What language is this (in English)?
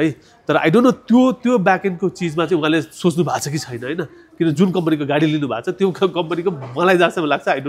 Nepali